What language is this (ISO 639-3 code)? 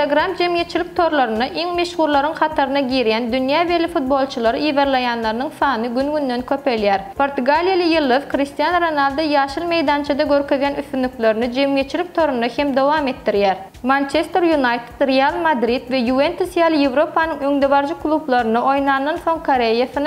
tuk